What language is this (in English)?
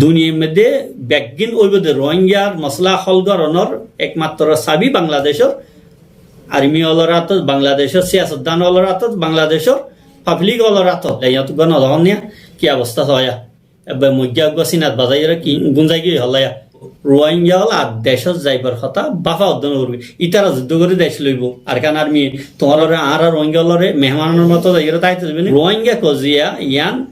Rohingya